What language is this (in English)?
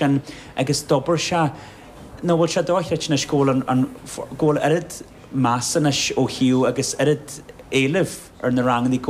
Irish